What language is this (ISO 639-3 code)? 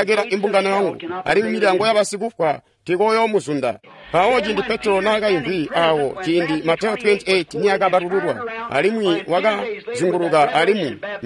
toi